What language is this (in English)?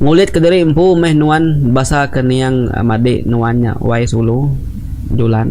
Iban